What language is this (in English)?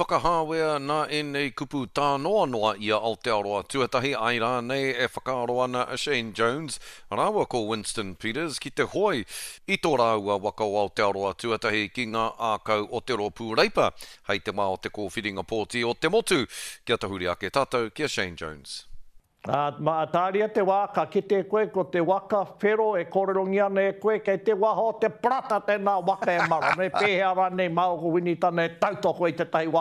Māori